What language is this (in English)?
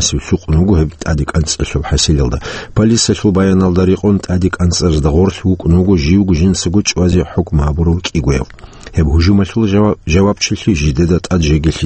Avaric